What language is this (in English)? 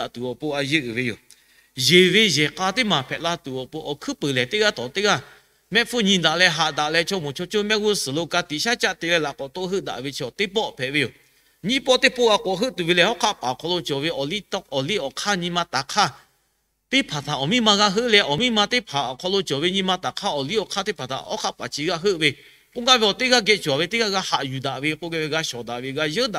Lahu